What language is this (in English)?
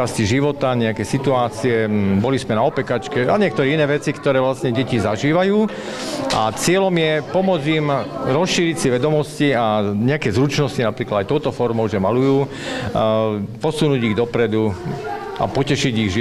Slovak